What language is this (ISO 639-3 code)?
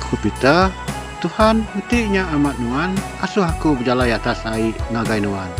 iba